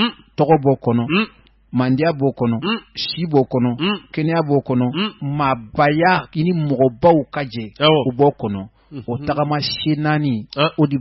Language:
Bambara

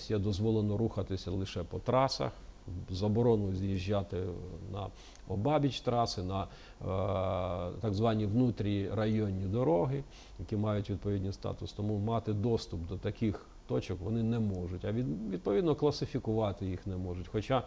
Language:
Ukrainian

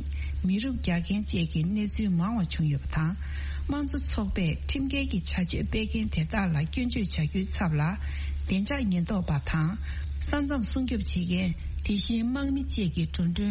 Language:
Tibetan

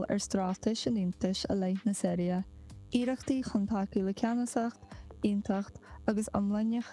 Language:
Irish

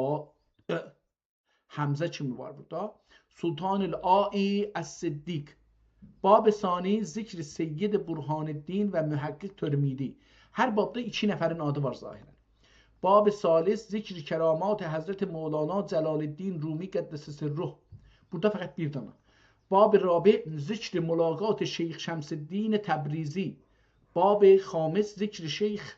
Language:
South Azerbaijani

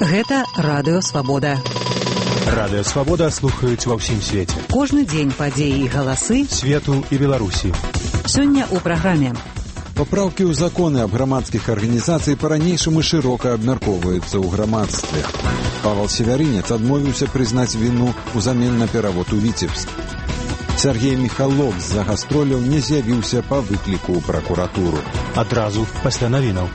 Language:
Belarusian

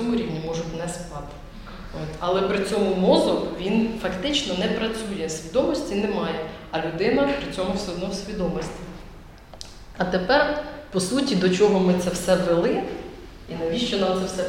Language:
Ukrainian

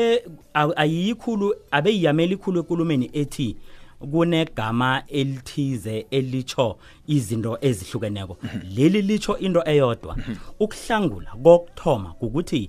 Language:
South Ndebele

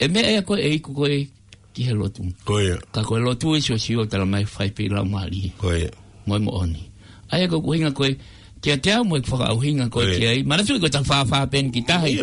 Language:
Tongan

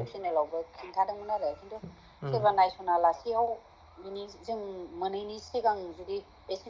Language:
Bodo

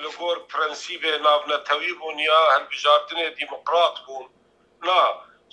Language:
Kurdish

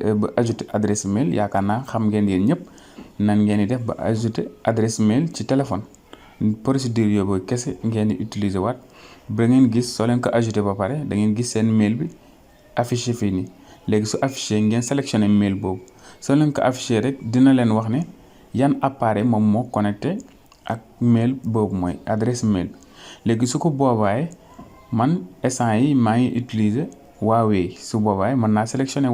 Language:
Wolof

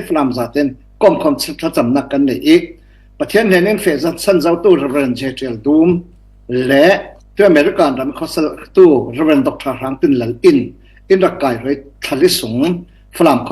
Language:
Falam Chin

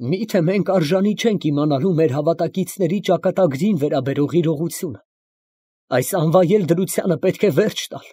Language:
Armenian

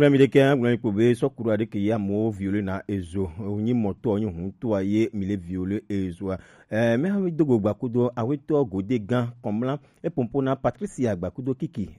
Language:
Gen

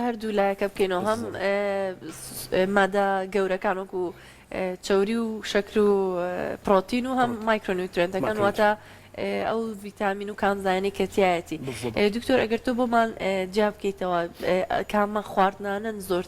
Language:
Central Kurdish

